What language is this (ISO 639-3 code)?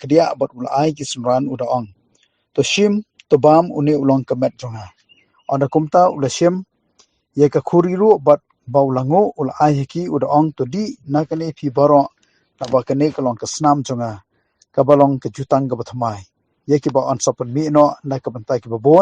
kha